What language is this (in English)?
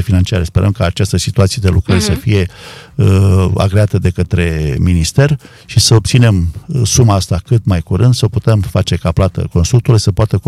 Romanian